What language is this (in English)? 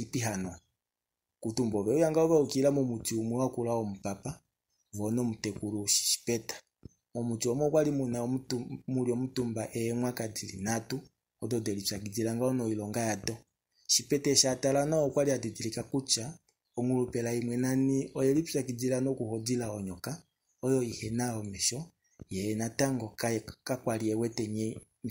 Kuanyama